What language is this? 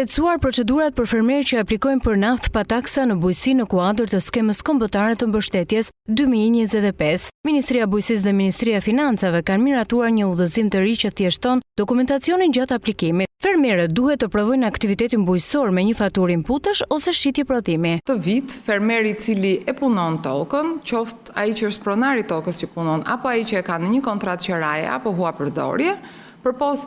Albanian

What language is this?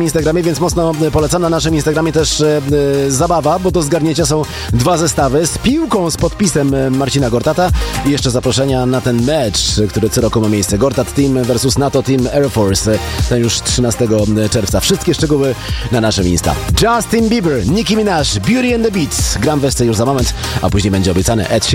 Polish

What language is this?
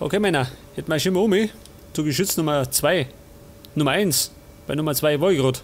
Bavarian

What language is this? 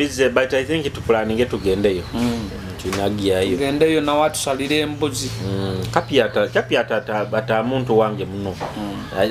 Nyoro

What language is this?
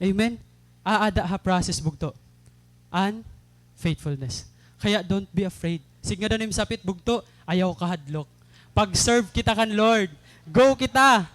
Waray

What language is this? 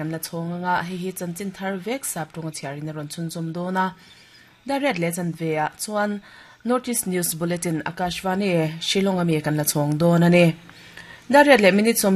Mizo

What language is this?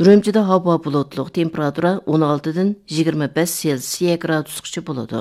Uyghur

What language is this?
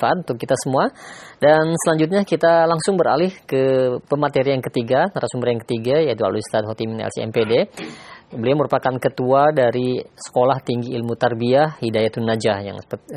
Indonesian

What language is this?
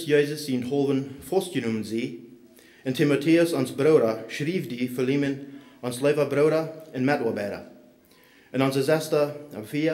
Plautdietsch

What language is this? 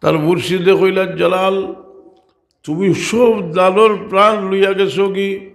Sylheti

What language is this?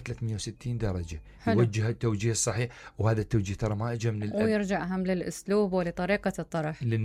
Mesopotamian Arabic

